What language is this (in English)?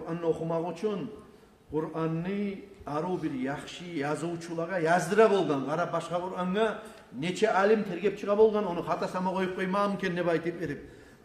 Kumyk